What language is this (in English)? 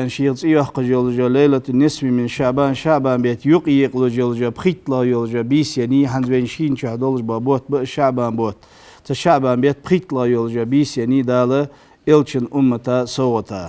Ingush